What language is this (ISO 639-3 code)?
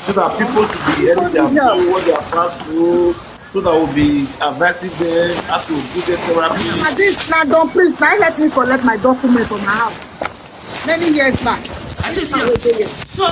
pcm